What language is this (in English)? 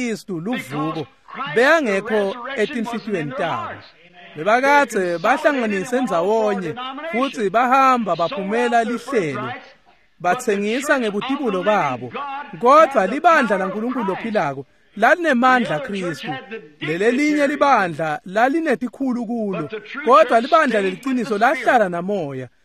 Swati